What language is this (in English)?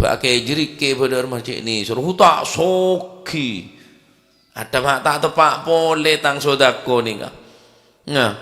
Madurese